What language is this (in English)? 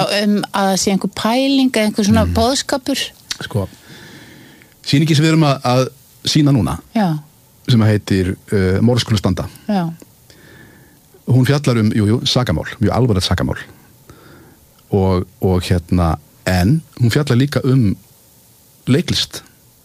Icelandic